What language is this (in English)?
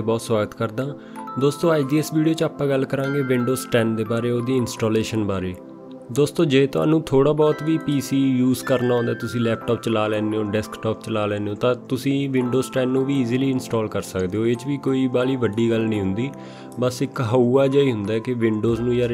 Punjabi